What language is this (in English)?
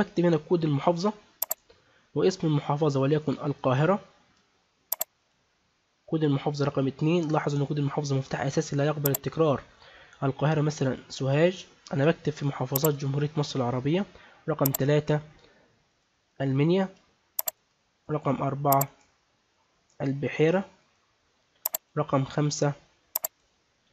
Egyptian Arabic